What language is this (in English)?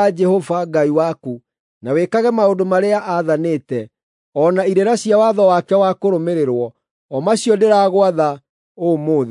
Kikuyu